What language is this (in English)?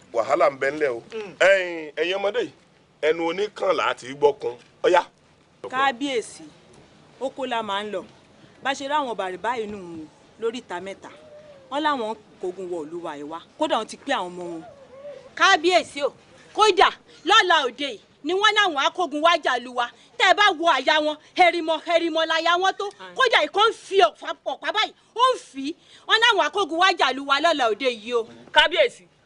Yoruba